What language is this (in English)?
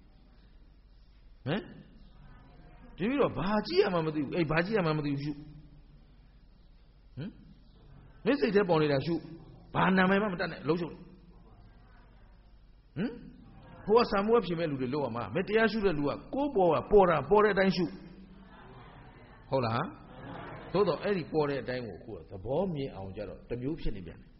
Burmese